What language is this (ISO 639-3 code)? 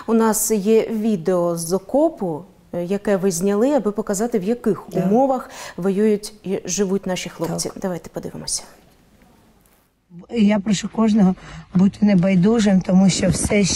ukr